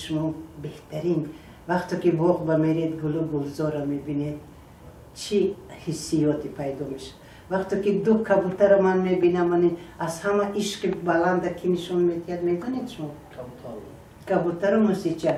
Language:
Tajik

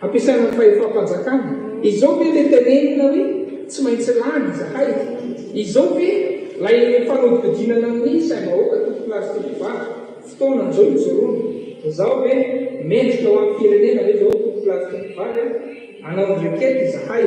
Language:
Malagasy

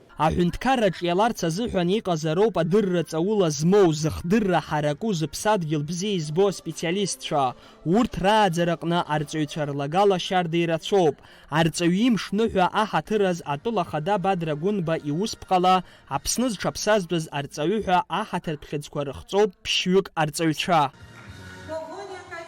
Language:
Abkhazian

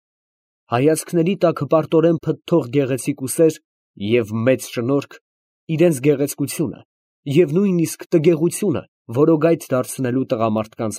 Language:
Armenian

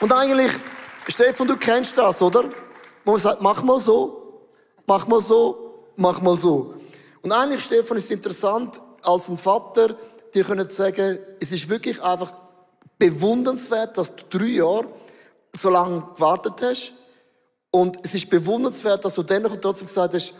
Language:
Swiss German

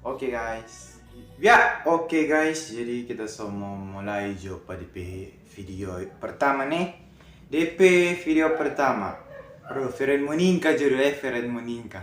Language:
Manado Malay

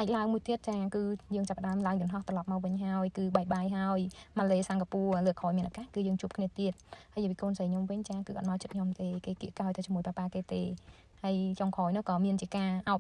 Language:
Khmer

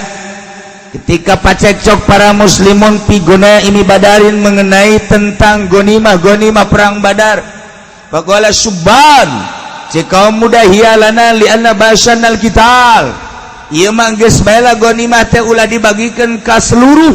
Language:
Sundanese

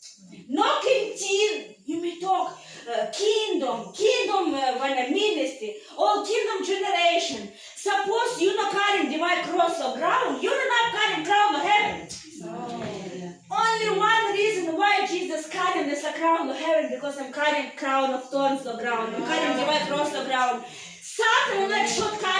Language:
Tok Pisin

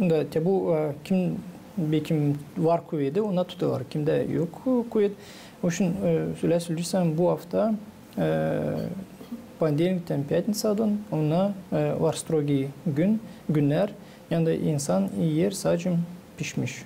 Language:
Gagauz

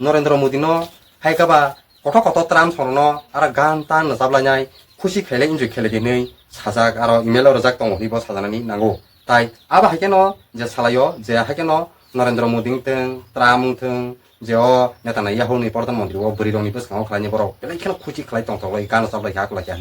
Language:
Kok Borok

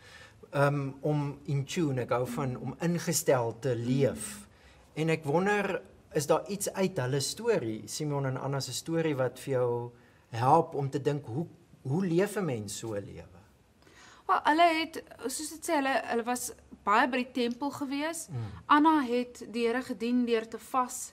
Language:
Afrikaans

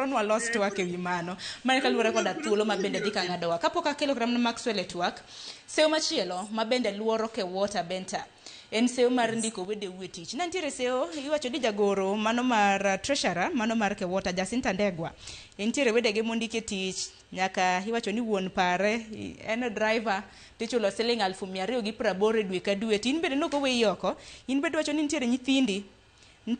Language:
Luo (Kenya and Tanzania)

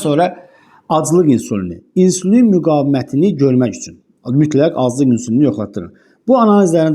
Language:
Azerbaijani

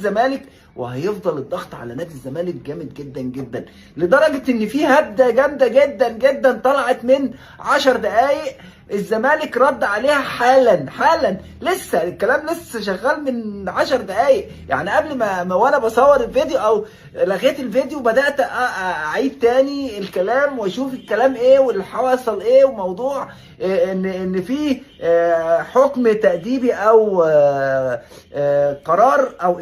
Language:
Egyptian Arabic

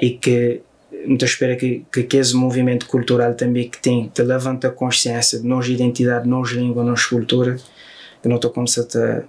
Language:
Kabuverdianu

